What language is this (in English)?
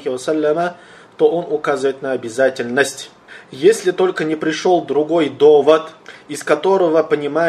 Russian